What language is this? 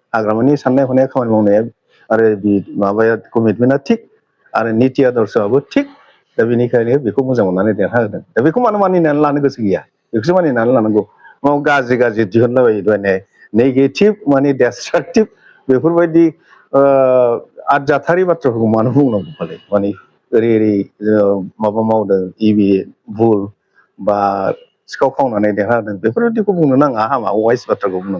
Bodo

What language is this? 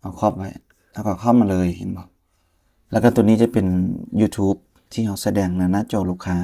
Lao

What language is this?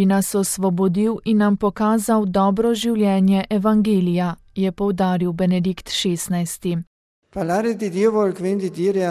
Slovenian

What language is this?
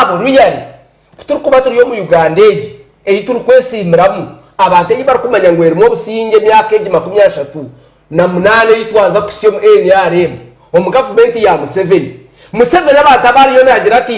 Nyankole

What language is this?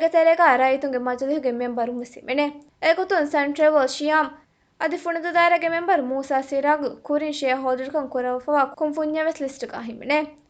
Divehi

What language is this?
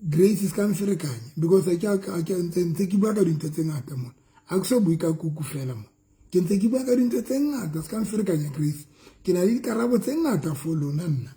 Southern Sotho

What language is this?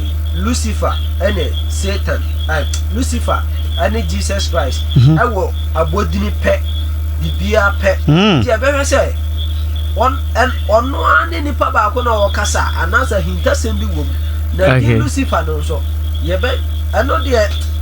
Akan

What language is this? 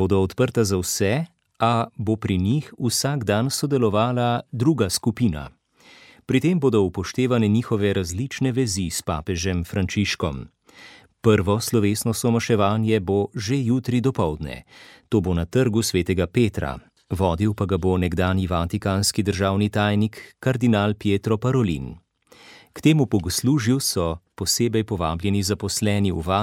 Slovenian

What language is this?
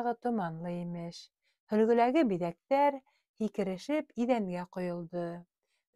Bashkir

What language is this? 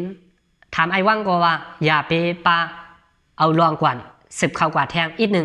Shan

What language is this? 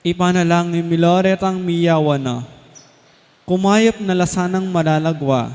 Pampanga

